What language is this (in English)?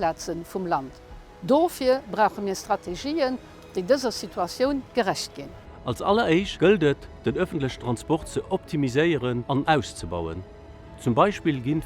Luxembourgish